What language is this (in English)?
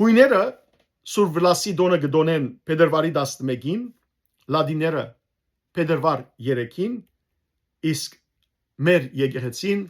Western Armenian